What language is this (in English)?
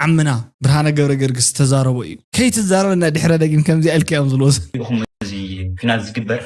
Tigrinya